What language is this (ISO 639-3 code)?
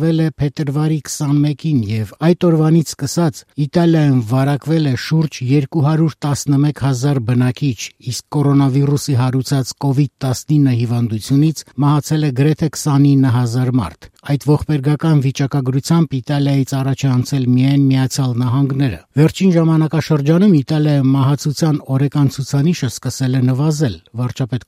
hye